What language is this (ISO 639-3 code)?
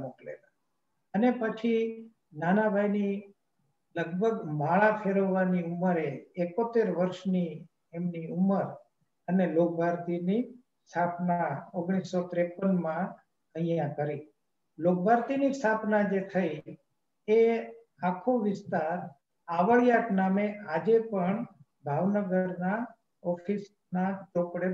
guj